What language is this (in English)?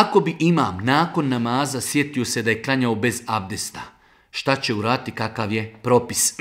Bosnian